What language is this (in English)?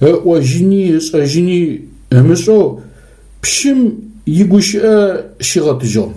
Adyghe